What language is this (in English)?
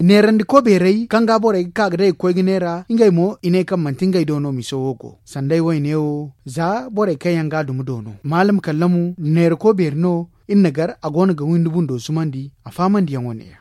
Zarma